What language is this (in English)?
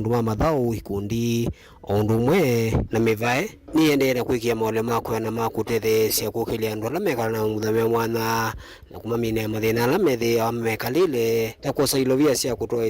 Kamba